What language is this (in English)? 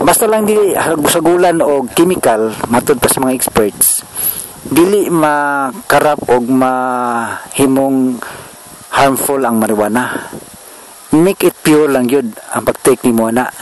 Cebuano